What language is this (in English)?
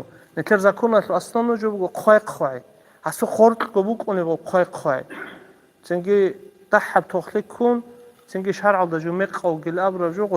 Avaric